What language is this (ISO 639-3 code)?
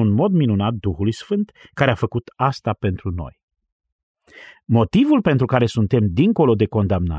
ron